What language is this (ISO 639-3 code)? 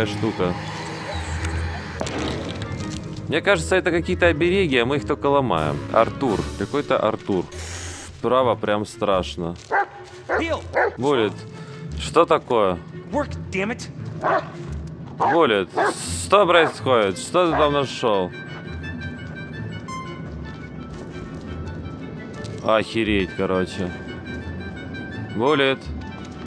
rus